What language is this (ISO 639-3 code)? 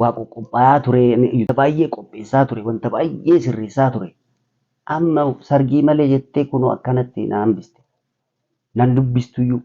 orm